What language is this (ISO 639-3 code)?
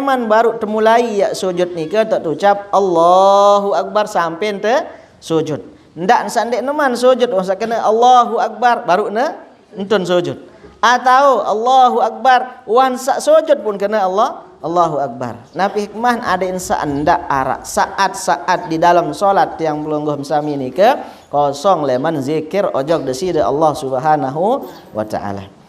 sas